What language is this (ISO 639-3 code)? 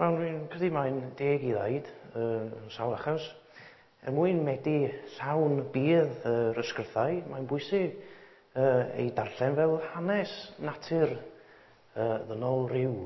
cym